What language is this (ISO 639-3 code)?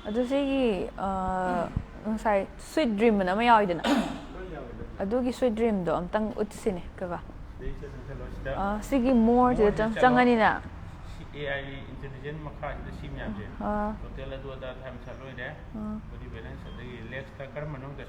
mni